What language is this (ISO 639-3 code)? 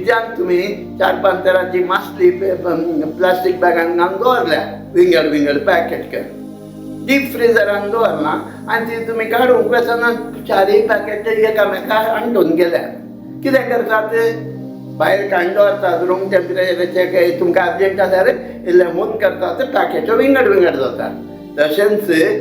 kok